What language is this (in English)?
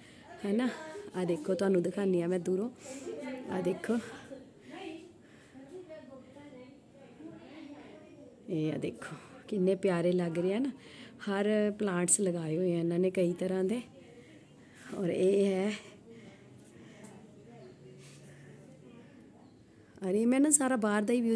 Punjabi